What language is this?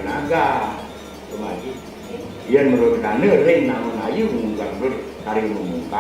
Balinese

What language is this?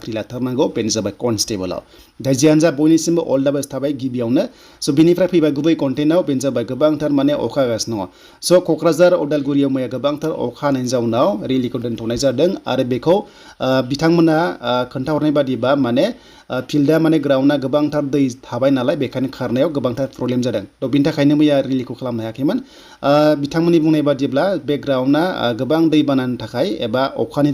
Bodo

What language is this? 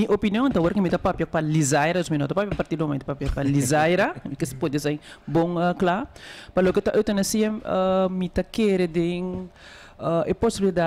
Papiamento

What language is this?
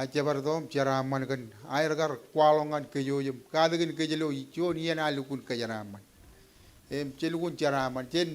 Marshallese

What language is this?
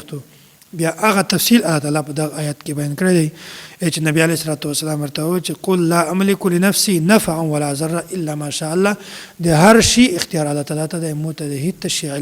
Pashto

